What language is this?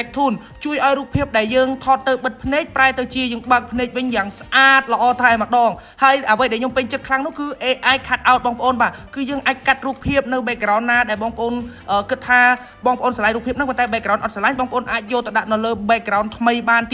Khmer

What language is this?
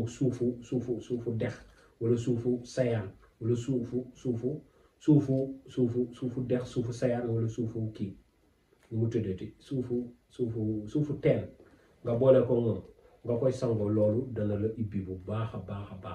Wolof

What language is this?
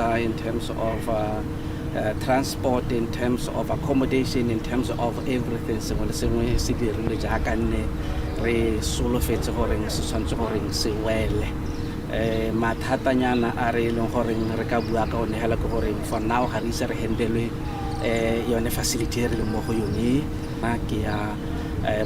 Tswana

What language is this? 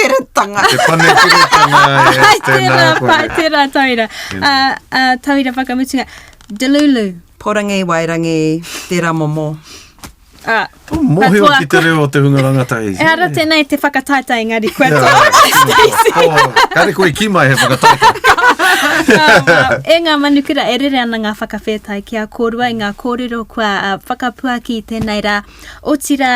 Māori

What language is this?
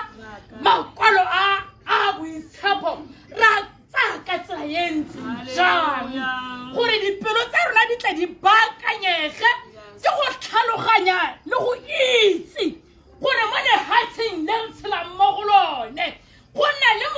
Tswana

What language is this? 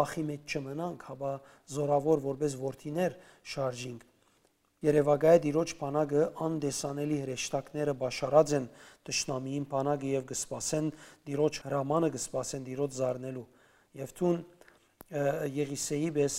Western Armenian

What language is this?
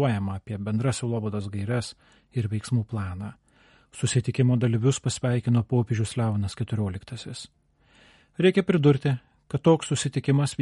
Lithuanian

